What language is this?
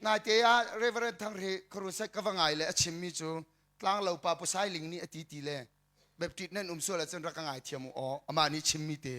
Hakha Chin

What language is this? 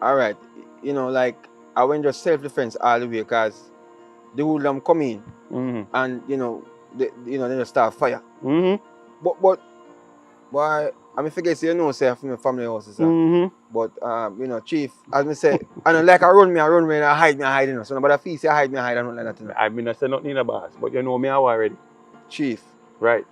Jamaican Creole English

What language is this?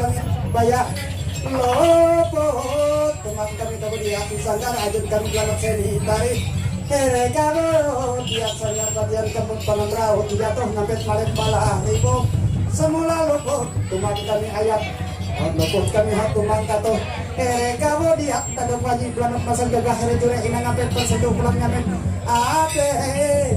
Ma'anyan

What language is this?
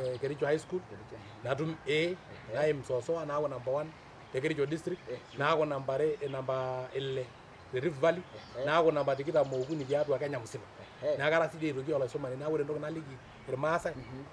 Masai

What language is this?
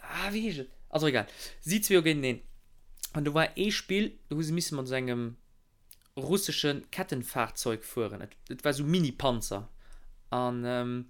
Luxembourgish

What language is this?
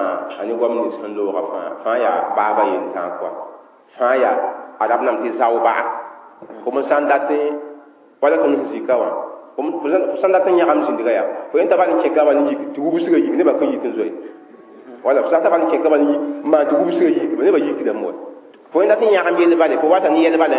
Mossi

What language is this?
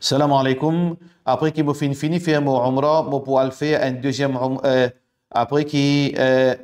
Morisyen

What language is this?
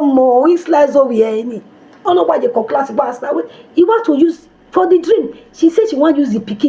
Nigerian Pidgin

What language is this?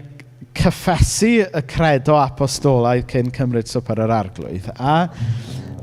Welsh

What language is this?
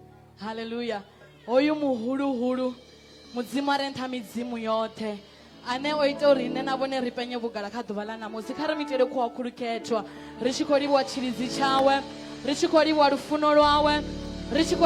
Venda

